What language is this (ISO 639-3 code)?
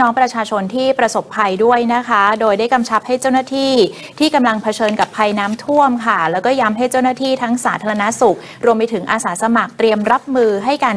tha